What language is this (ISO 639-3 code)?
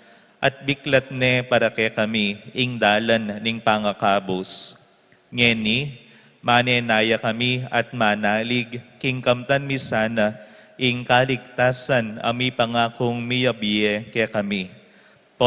pam